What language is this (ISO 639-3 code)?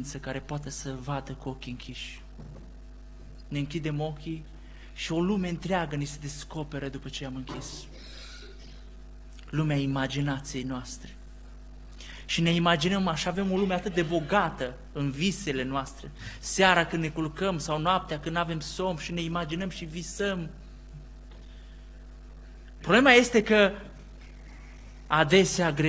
ron